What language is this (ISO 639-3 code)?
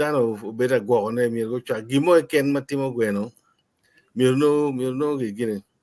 ach